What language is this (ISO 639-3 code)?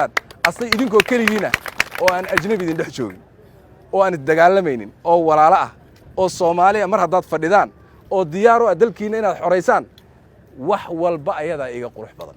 som